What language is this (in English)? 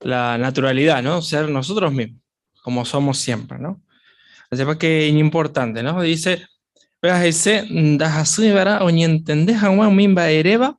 Guarani